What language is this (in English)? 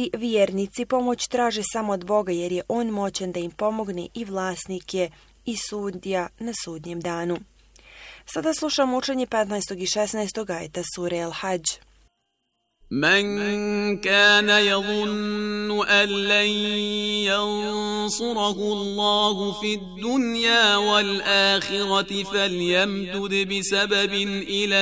Bosnian